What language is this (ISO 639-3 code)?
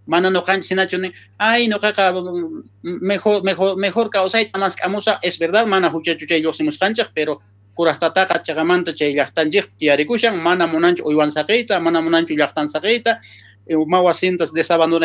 quh